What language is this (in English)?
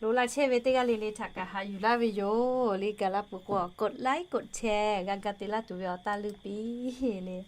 Lahu